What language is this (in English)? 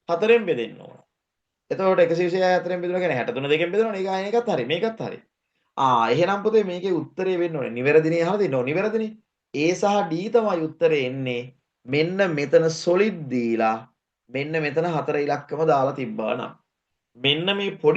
Sinhala